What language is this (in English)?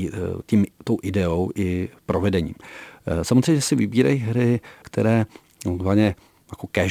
Czech